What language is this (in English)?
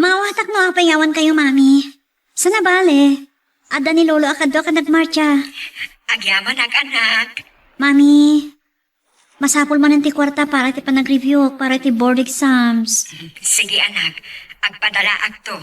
Iloko